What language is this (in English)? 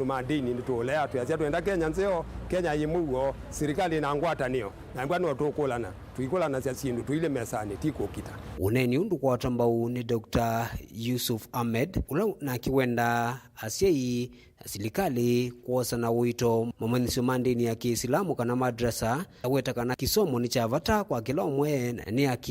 Kamba